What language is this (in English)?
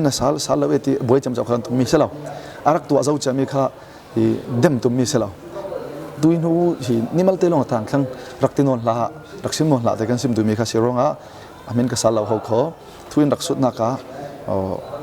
Falam Chin